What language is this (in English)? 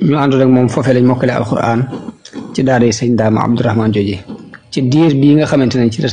Wolof